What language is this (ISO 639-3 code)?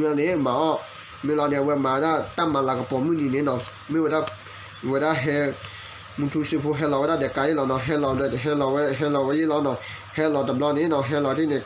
ksw